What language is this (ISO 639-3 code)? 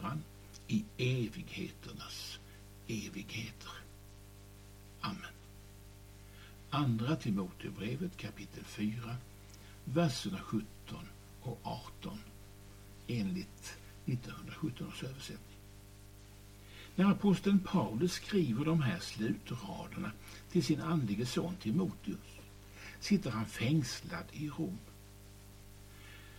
swe